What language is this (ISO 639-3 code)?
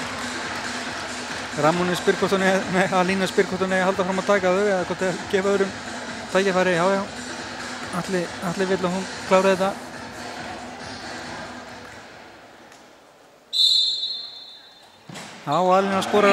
isl